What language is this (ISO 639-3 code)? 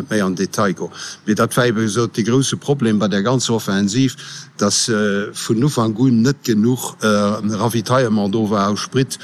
ltz